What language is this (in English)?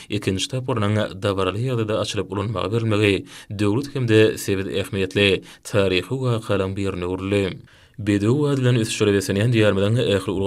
Turkmen